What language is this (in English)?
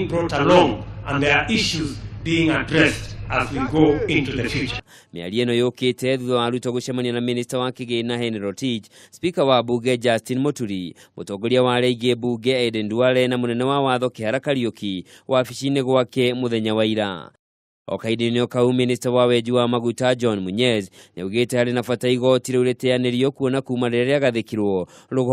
Kikuyu